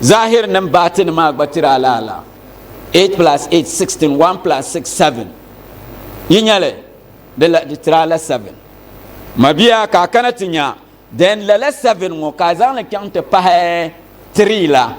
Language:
Dagbani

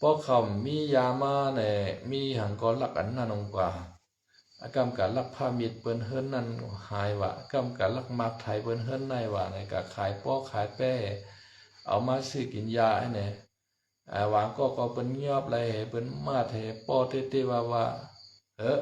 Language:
Shan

